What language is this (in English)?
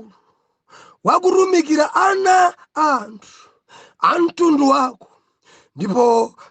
Nyanja